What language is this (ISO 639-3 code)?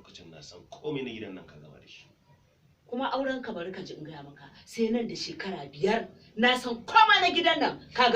hau